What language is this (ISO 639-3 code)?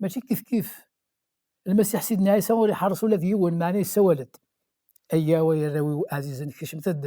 kab